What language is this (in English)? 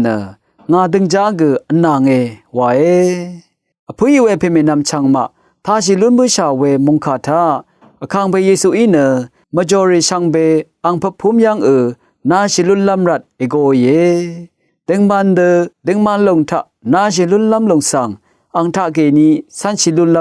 Rawang